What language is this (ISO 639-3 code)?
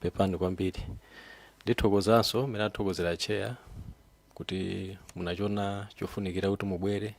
nya